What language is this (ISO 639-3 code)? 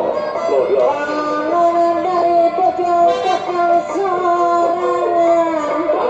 bew